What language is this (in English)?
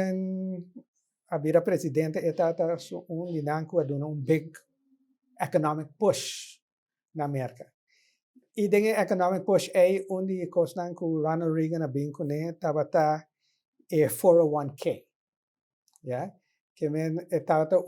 Papiamento